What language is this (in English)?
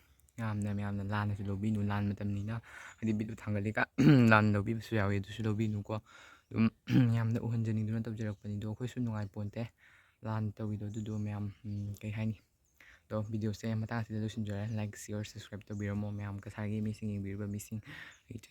Manipuri